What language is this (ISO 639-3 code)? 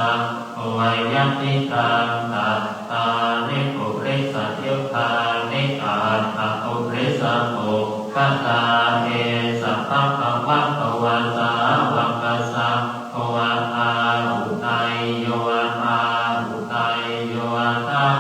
pli